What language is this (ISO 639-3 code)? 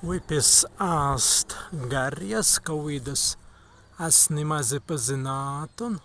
prg